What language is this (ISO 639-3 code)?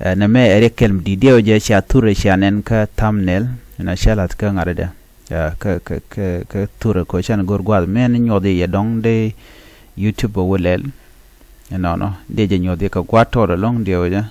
nus